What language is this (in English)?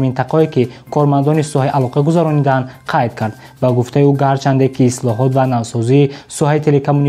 Tajik